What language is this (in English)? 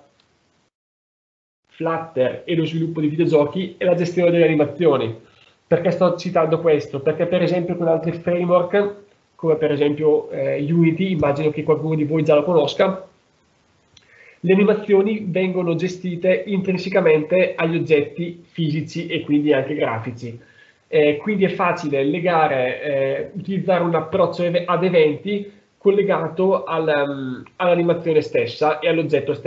Italian